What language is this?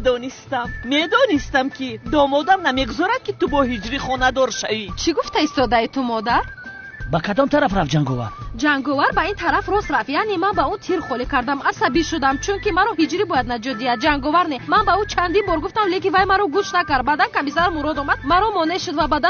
Tajik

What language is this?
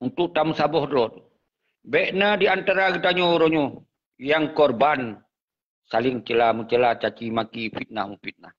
Achinese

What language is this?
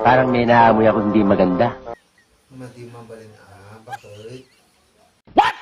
Iloko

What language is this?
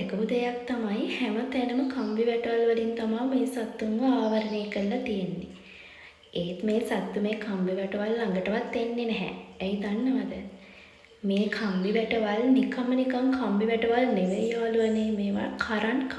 Sinhala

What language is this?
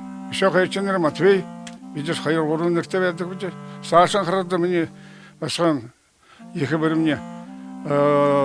Buriat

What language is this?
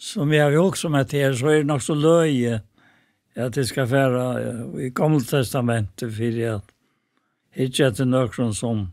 Faroese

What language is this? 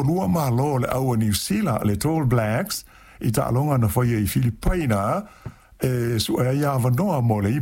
Samoan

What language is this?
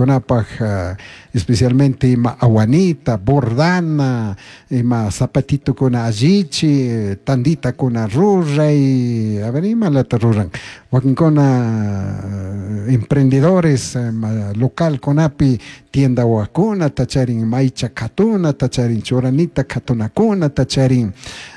Chimborazo Highland Quichua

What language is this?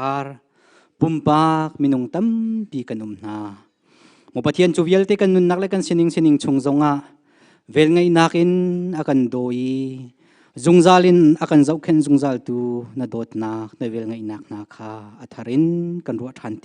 Hakha Chin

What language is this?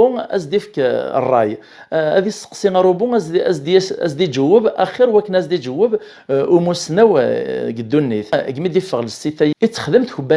Kabyle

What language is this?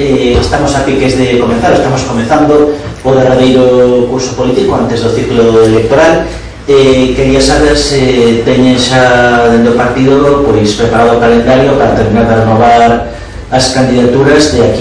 Galician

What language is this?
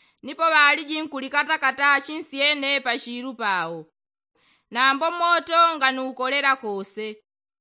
Yao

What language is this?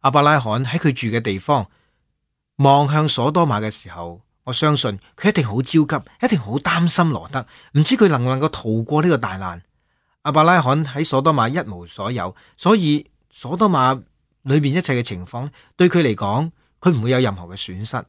Cantonese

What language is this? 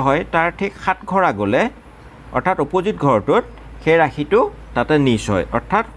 Assamese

